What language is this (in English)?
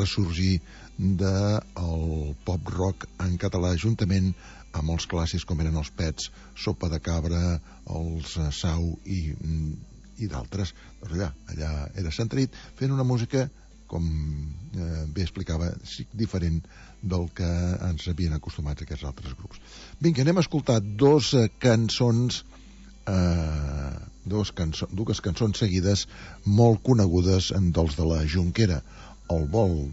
Catalan